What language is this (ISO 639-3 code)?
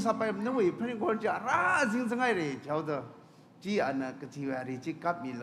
nmf